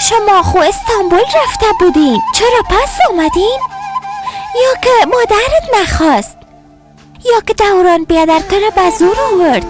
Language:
Persian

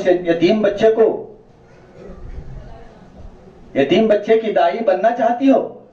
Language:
Urdu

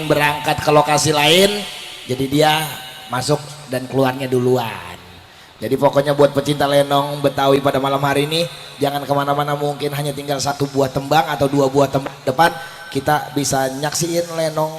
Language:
Betawi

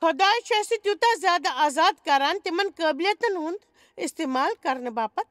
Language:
Kashmiri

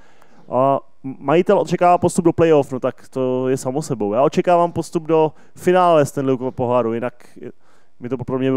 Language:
Czech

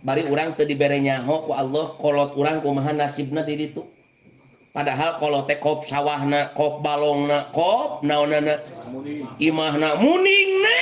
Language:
Sundanese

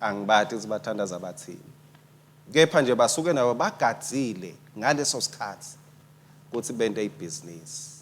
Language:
Swati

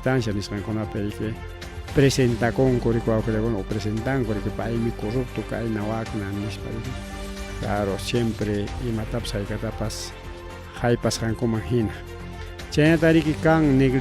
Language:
Ayacucho Quechua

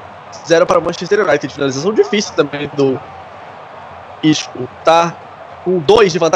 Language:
Portuguese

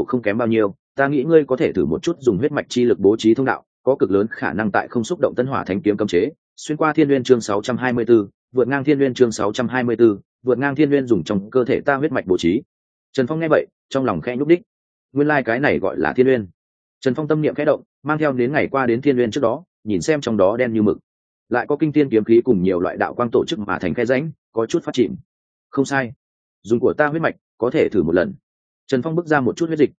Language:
Vietnamese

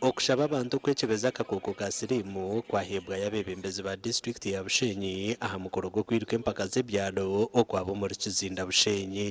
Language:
Nyankole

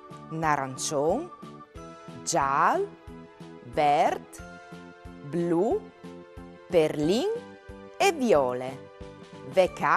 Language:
Friulian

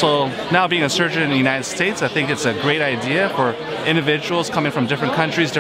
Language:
English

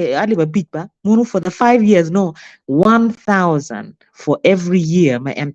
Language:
Acoli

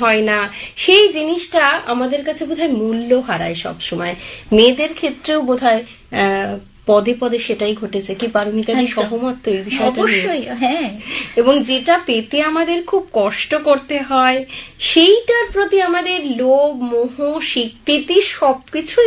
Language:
Bangla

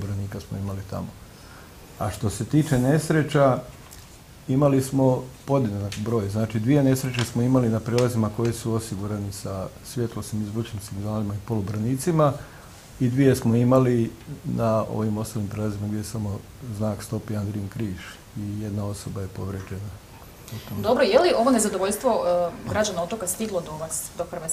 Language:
Croatian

